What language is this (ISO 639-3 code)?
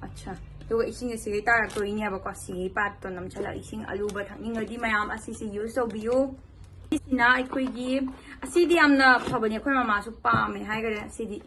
mni